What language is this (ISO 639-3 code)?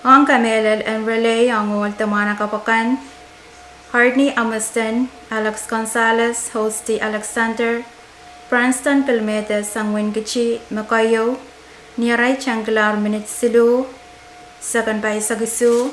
pon